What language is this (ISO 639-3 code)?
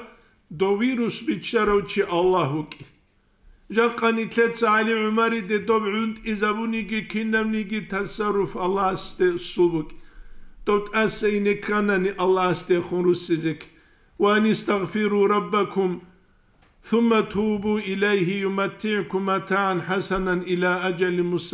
ava